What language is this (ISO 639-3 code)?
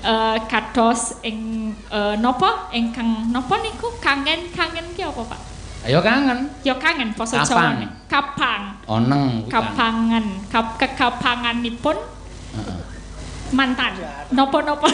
jav